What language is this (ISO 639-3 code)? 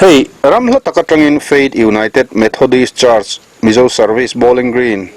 lus